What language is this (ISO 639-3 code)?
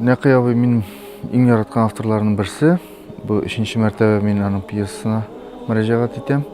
tat